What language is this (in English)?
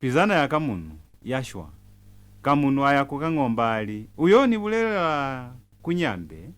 Lozi